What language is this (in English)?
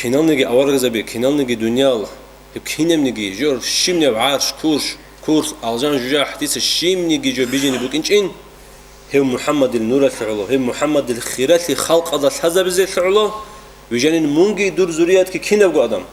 Avaric